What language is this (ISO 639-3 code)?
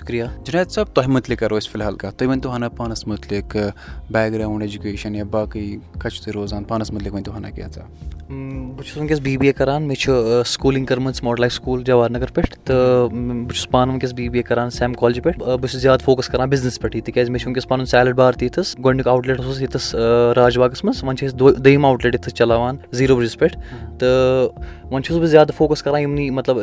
kas